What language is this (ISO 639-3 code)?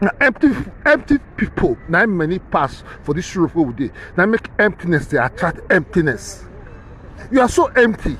pcm